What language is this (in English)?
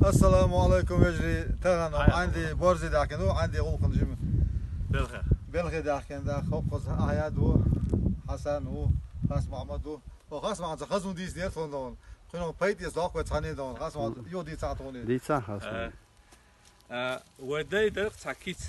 Chechen